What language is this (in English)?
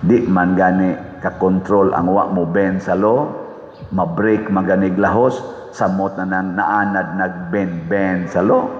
Cebuano